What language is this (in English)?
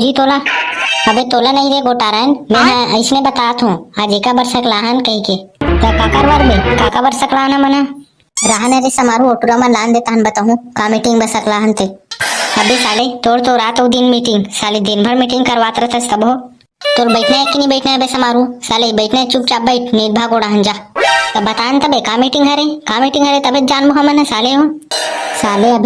Chhattisgarhi